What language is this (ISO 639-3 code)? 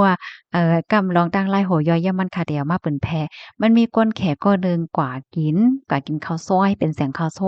shn